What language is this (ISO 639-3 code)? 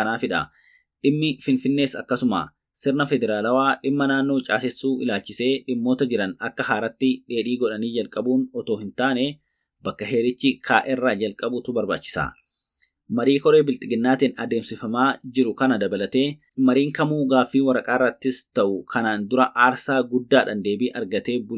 orm